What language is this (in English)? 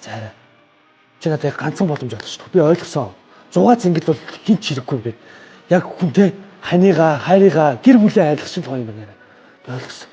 Mongolian